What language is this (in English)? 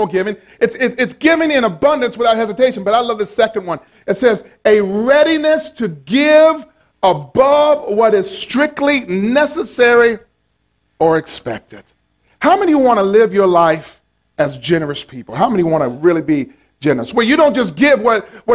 English